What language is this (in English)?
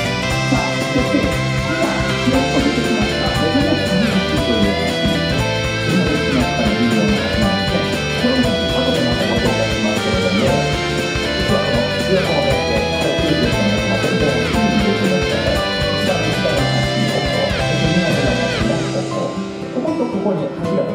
Japanese